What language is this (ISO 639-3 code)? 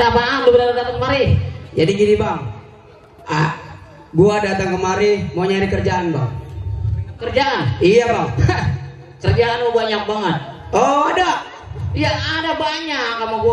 bew